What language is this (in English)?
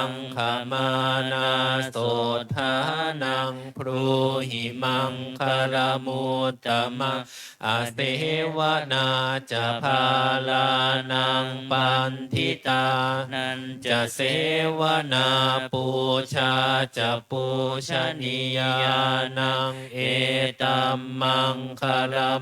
Pali